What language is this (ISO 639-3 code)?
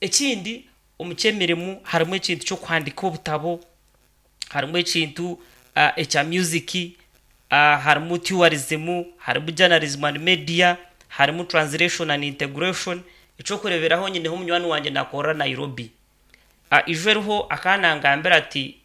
nyn